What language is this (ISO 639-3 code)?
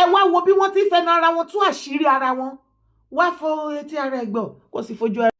yor